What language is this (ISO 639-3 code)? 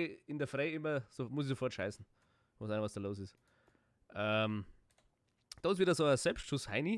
bar